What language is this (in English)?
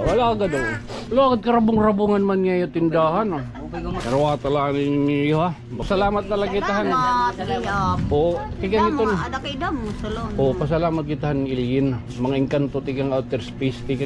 Waray